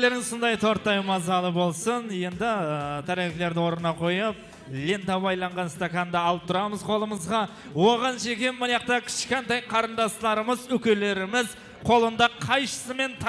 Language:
Kara-Kalpak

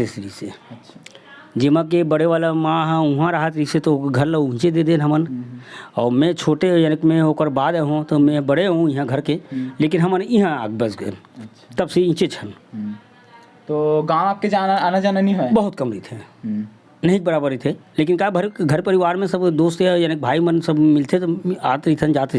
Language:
Chhattisgarhi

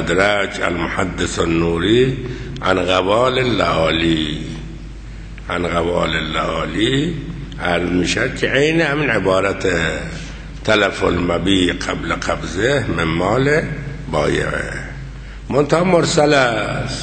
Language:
Persian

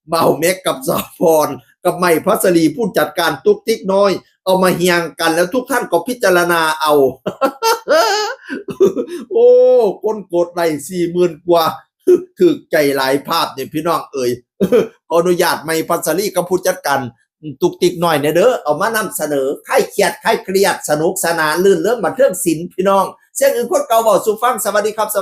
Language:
Northeastern Thai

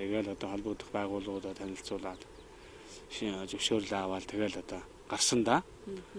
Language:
Mongolian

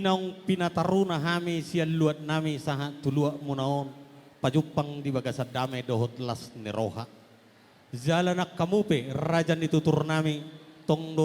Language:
Batak Toba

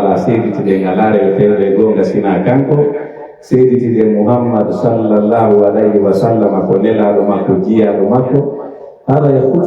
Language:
Pular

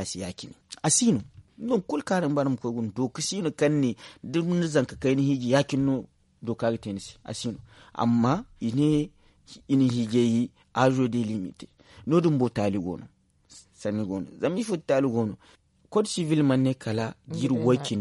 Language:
Zarma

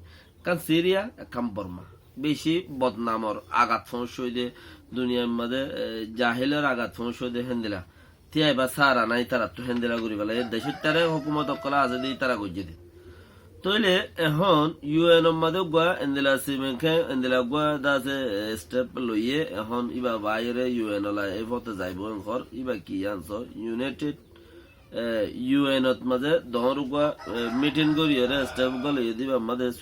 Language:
Rohingya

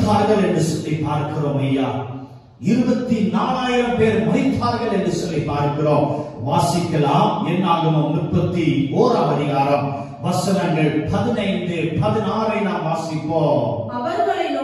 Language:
Tamil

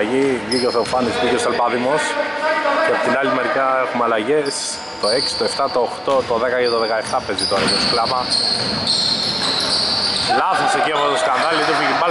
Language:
Greek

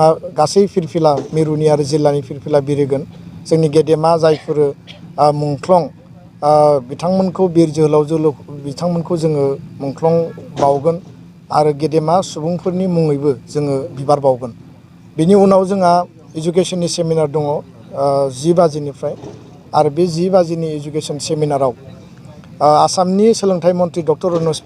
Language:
Bodo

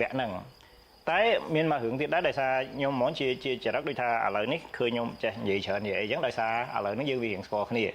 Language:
Khmer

